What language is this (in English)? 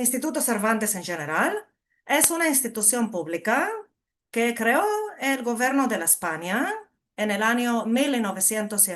Ladino